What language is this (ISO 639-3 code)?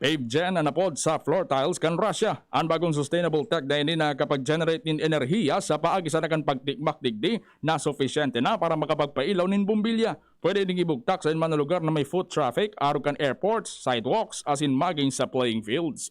bik